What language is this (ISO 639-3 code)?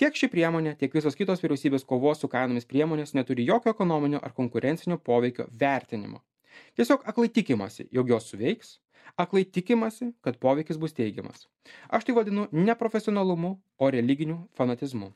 lit